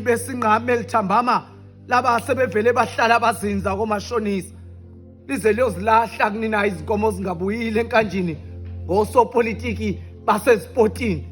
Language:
Zulu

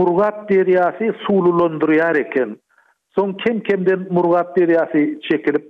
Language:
Turkmen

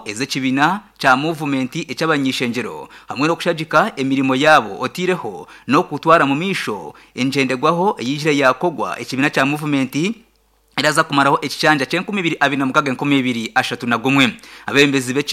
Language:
Nyankole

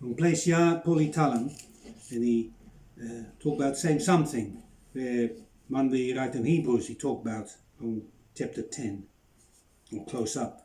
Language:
Bislama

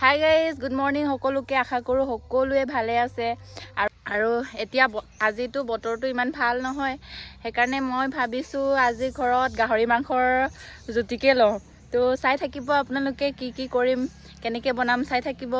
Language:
Assamese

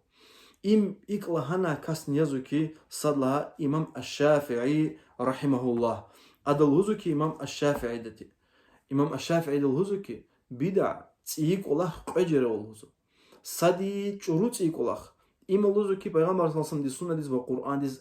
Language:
Lezghian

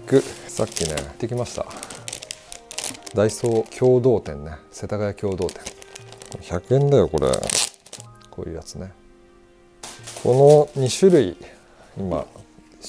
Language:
Japanese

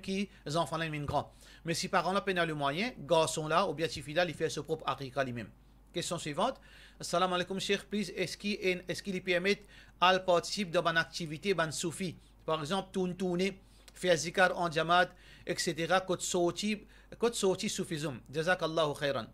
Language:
Morisyen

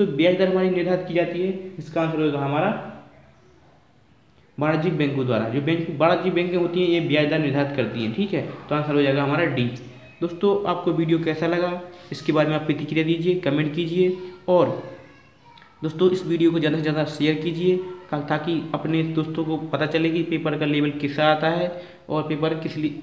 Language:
Hindi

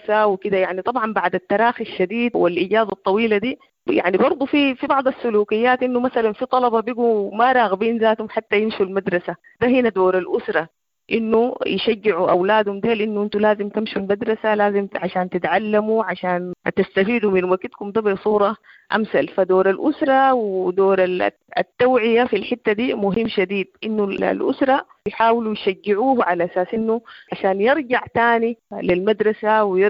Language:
Sudanese Arabic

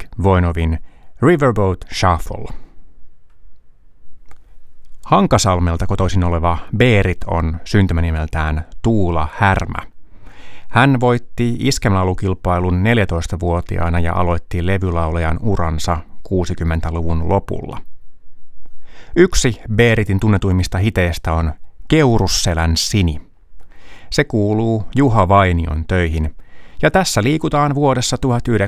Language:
Finnish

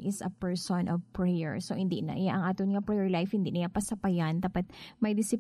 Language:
Hiligaynon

